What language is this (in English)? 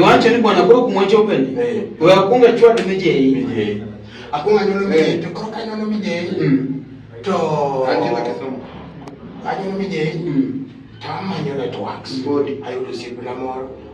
Luo (Kenya and Tanzania)